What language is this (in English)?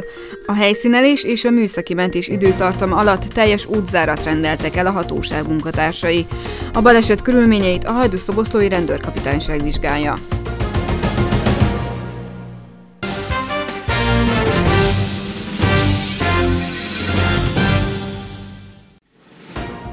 Hungarian